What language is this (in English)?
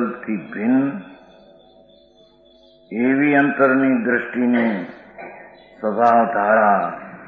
Gujarati